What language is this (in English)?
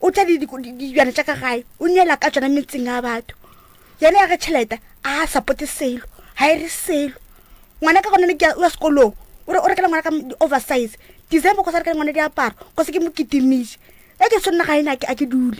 Northern Sotho